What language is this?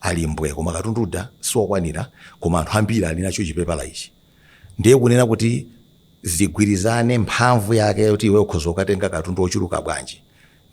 Nyanja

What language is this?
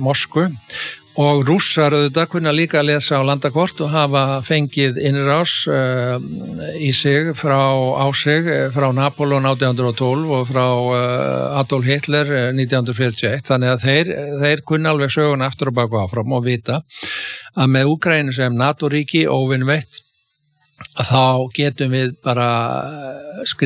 Icelandic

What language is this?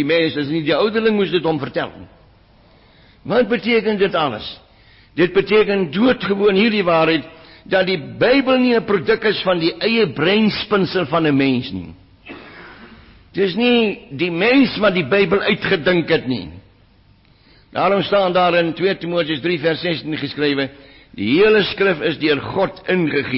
Afrikaans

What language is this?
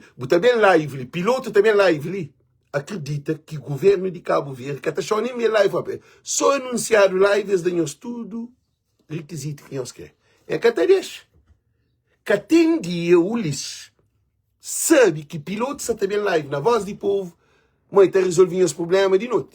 Kabuverdianu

